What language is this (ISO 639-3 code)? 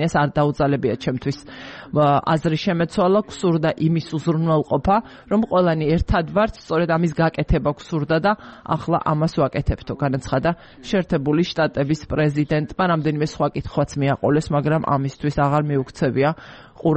kat